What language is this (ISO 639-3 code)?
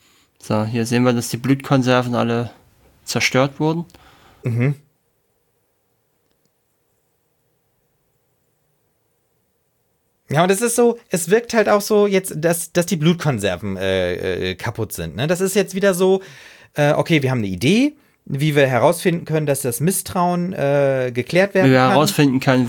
deu